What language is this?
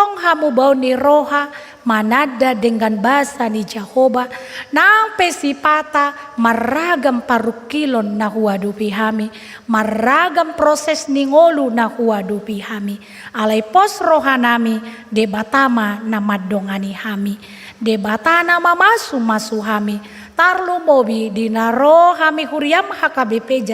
Batak Toba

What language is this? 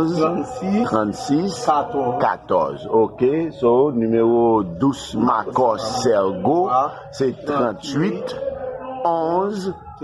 Haitian Creole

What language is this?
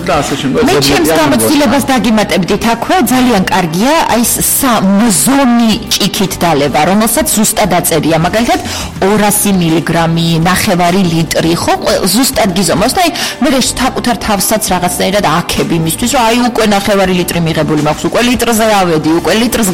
Georgian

